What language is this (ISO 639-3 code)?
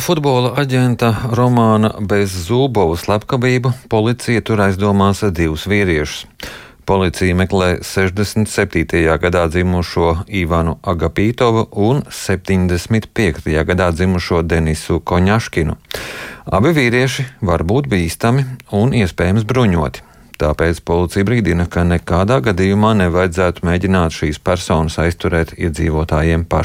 lav